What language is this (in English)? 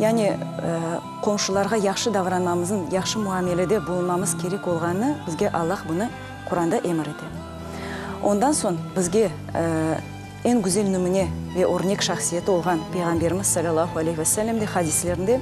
Crimean Tatar